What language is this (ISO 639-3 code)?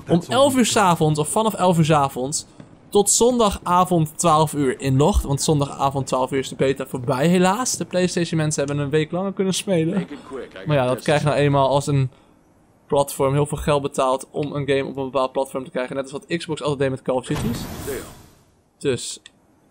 nld